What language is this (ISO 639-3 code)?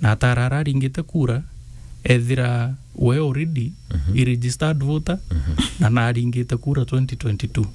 mer